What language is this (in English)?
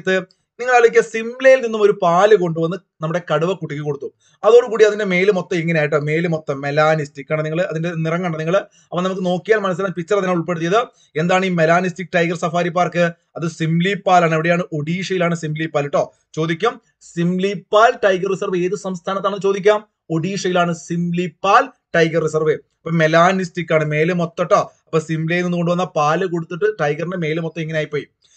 Malayalam